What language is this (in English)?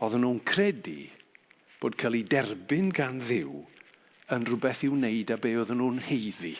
Welsh